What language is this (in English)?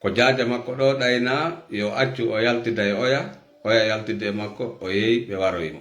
Fula